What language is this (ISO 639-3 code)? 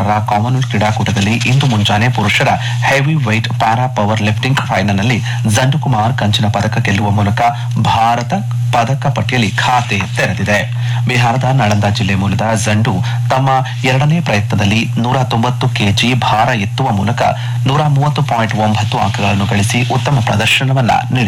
kan